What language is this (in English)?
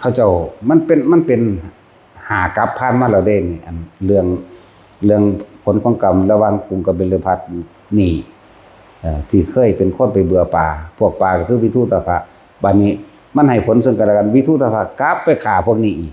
Northeastern Thai